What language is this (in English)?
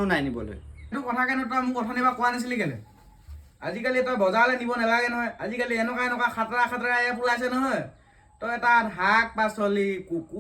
Assamese